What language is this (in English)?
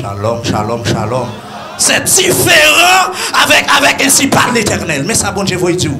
Haitian Creole